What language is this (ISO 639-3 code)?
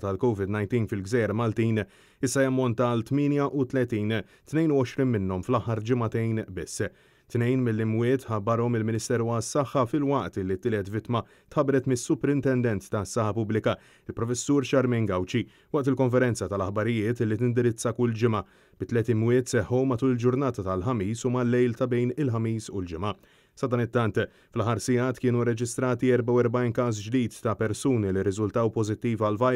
mlt